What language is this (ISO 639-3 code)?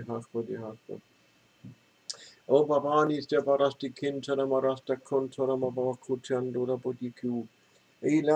dan